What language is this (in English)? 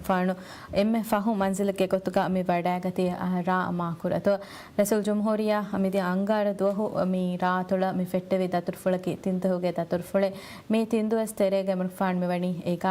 Divehi